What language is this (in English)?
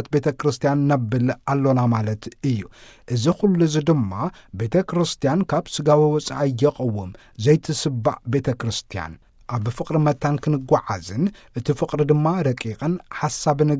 Tigrinya